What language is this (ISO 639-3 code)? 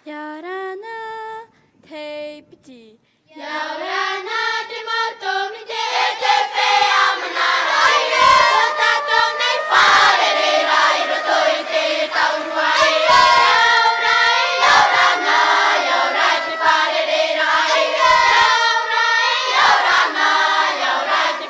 tah